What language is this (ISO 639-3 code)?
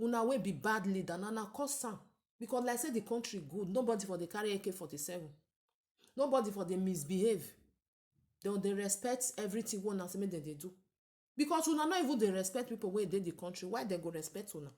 pcm